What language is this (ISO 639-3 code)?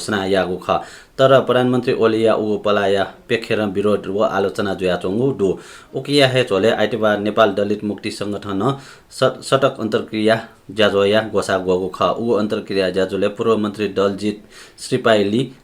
new